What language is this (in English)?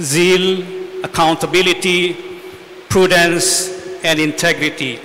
Pampanga